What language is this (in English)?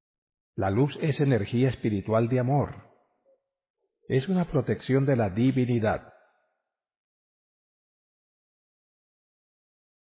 Spanish